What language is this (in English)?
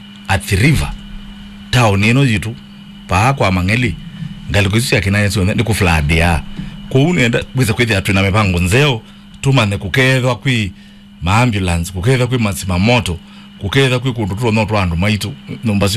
Kamba